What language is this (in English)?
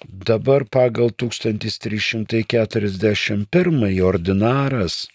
Lithuanian